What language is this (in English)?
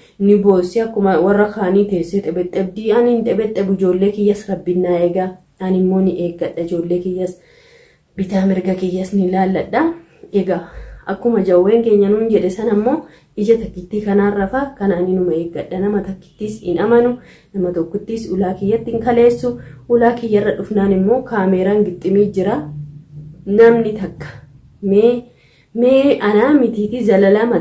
Oromo